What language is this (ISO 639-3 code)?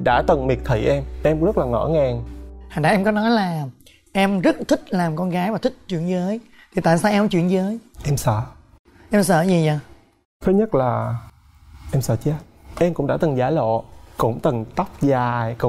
vie